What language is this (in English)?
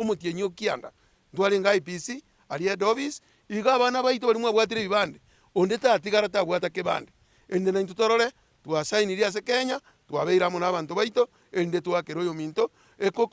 Gusii